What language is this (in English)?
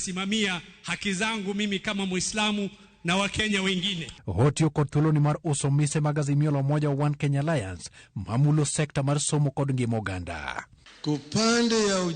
Luo (Kenya and Tanzania)